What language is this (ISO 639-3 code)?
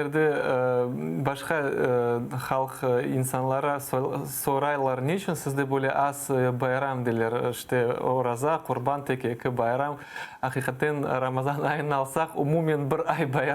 crh